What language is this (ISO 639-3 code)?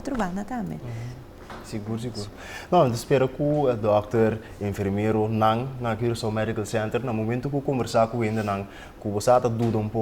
pap